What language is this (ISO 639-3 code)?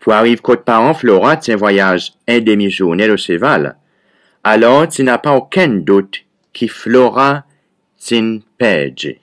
crs